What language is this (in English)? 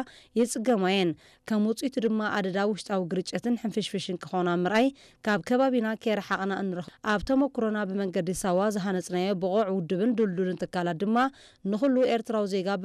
Tigrinya